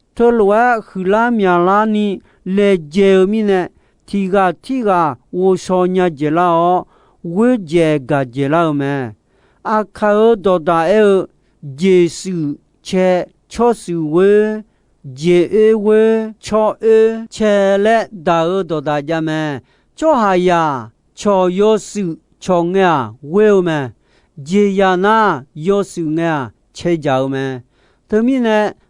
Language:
Akha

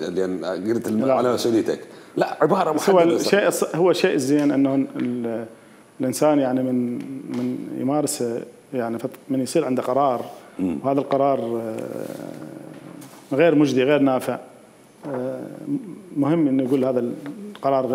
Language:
Mesopotamian Arabic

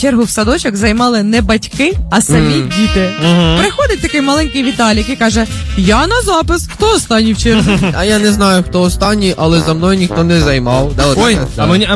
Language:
Ukrainian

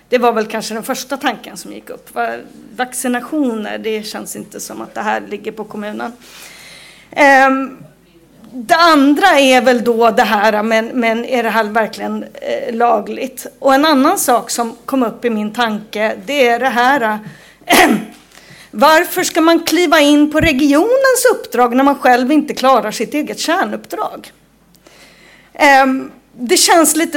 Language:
Swedish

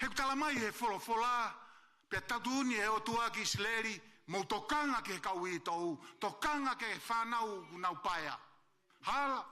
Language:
Tongan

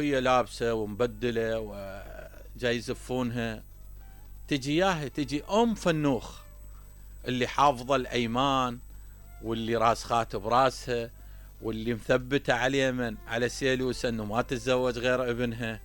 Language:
Mesopotamian Arabic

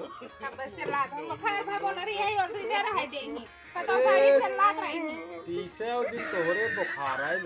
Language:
Awadhi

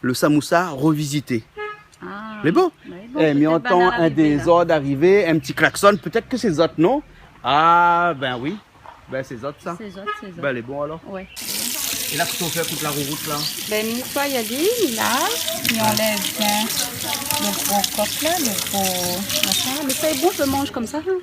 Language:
Réunion Creole French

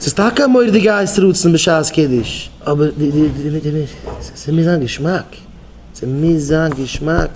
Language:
Yiddish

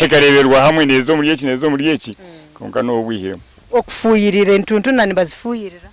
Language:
Nyankole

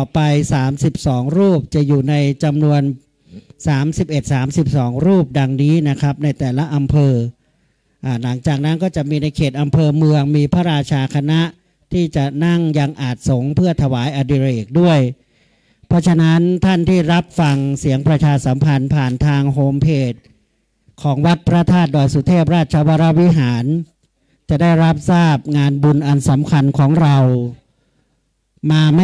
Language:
Thai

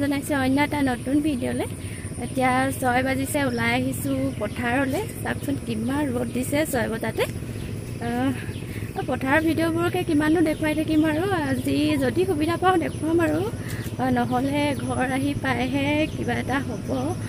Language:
Assamese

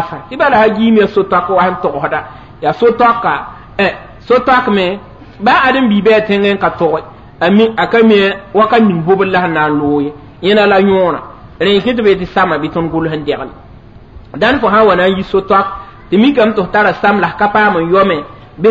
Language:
Mossi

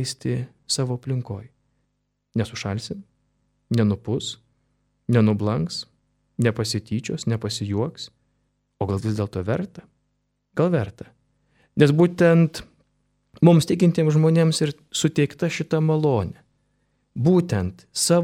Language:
Lithuanian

